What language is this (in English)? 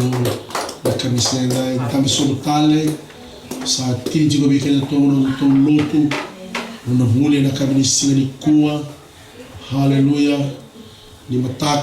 Fijian